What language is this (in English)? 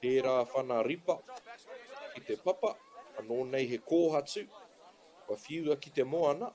Māori